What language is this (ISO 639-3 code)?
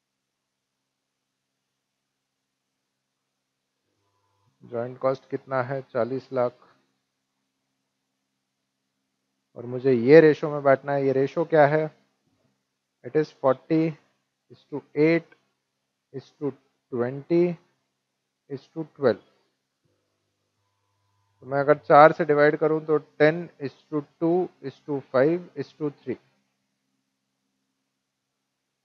hin